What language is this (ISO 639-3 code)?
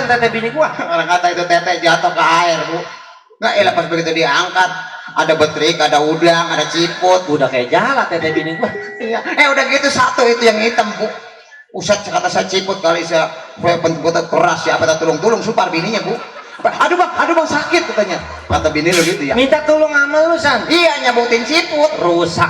bew